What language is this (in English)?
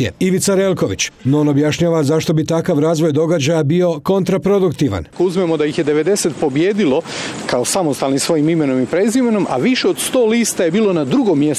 Croatian